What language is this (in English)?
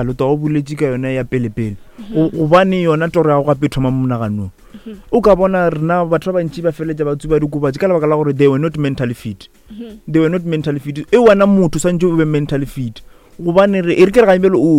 Northern Sotho